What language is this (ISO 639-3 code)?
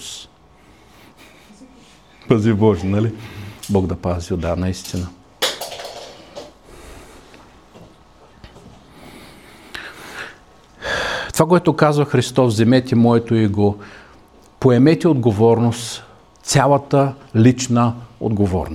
bul